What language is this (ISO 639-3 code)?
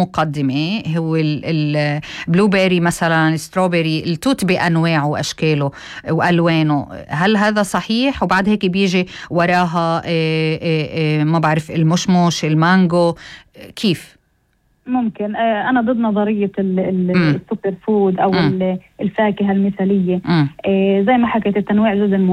apc